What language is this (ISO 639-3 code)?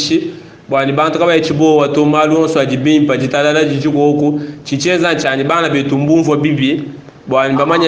lua